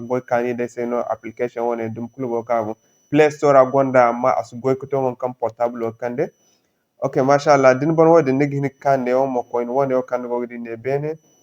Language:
Zarma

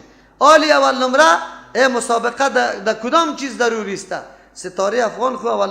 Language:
Persian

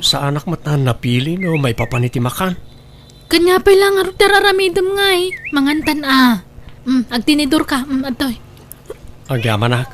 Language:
Iloko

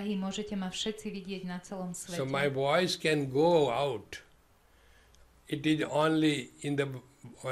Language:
Slovak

